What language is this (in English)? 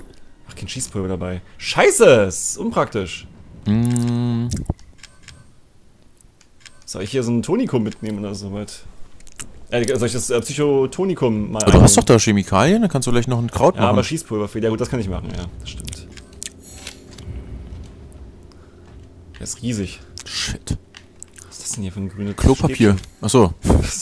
German